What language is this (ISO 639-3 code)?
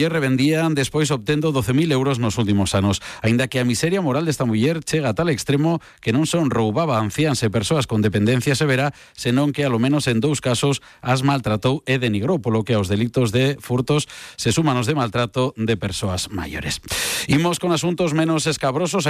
glg